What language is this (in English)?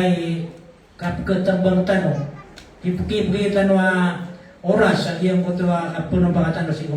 Maranao